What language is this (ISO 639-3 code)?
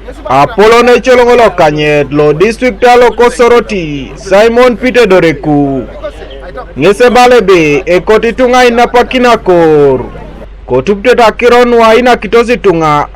teo